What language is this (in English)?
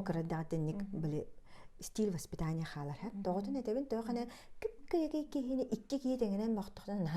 Yakut